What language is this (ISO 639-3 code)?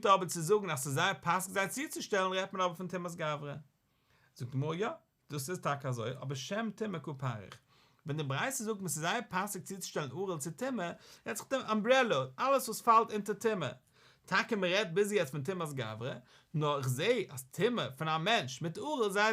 yid